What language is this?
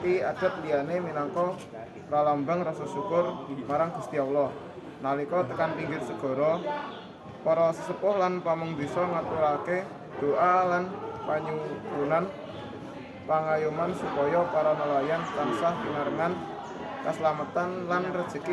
Javanese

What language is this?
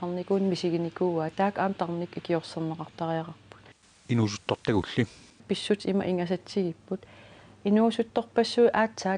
Kalaallisut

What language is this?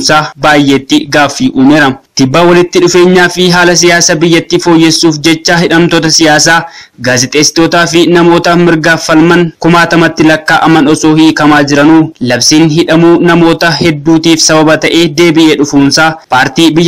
Oromo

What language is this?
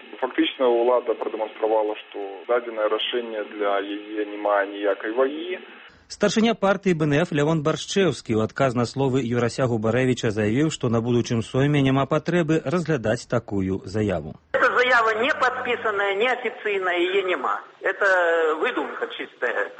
Belarusian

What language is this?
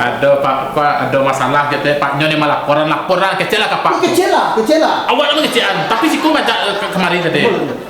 Minangkabau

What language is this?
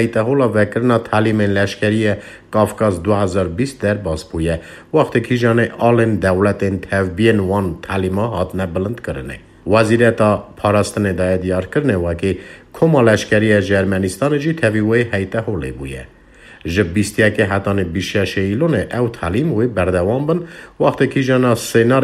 Kurdish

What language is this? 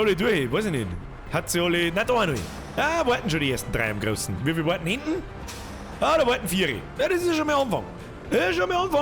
Bavarian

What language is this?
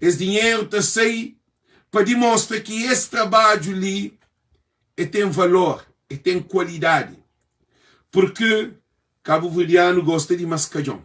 Kabuverdianu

